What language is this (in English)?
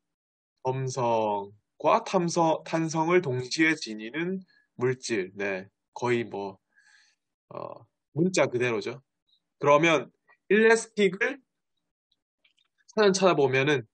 Korean